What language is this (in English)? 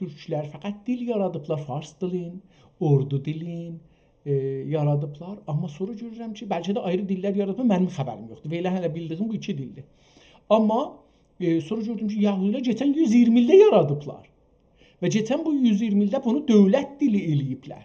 South Azerbaijani